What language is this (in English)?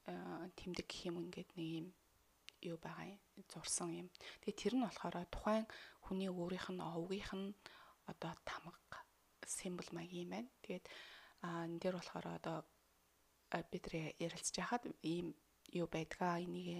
Mongolian